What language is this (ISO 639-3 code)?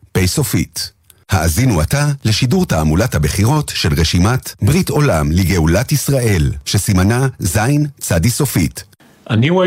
heb